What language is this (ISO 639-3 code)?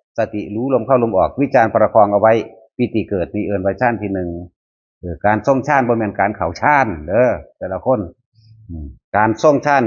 tts